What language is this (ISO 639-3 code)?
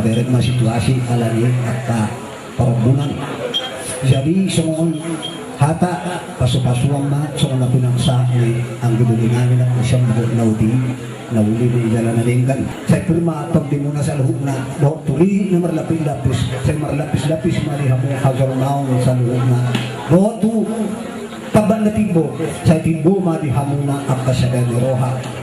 bbc